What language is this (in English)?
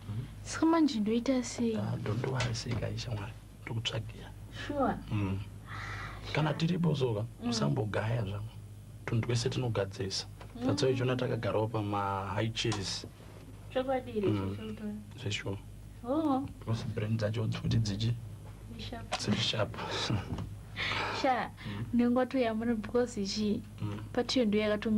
Shona